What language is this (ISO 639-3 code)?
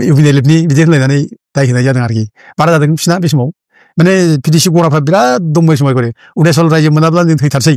brx